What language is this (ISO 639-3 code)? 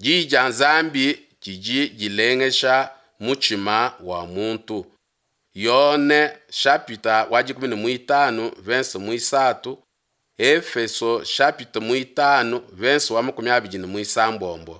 lua